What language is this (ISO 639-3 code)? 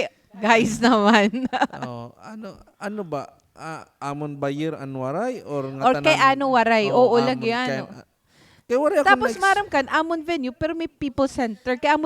war